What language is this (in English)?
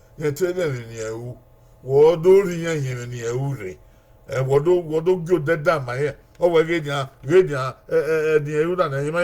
Bini